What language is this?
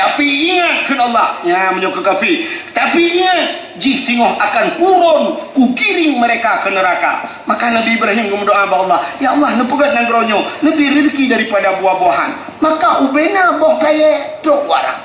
Achinese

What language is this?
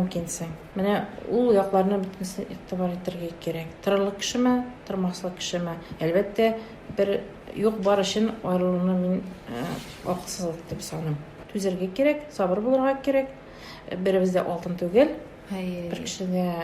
Tatar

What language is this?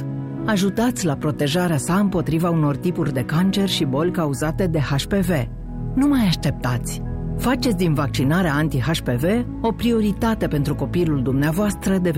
Romanian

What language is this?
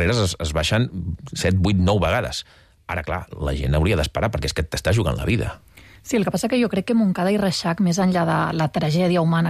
Catalan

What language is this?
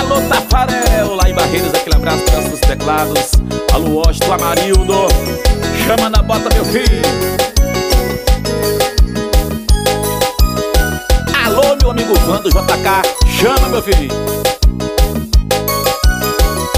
Portuguese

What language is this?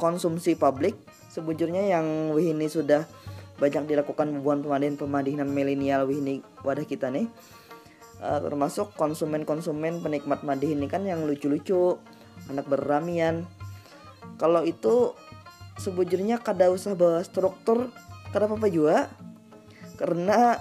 Banjar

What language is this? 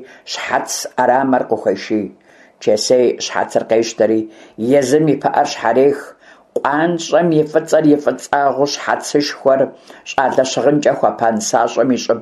Kabardian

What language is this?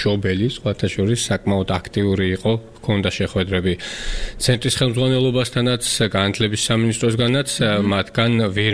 Georgian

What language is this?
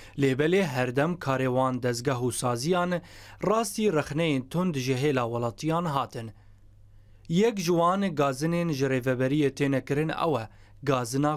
Kurdish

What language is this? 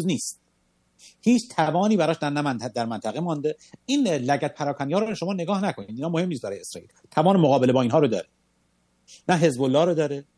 Persian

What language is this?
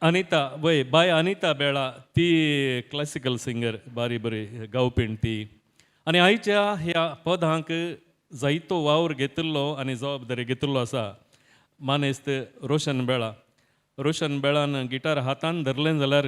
Konkani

